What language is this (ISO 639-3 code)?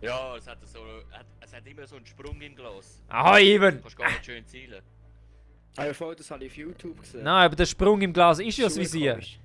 gsw